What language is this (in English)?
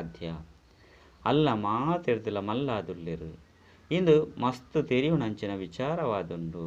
Tulu